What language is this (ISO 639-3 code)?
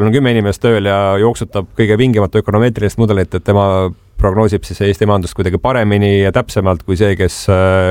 est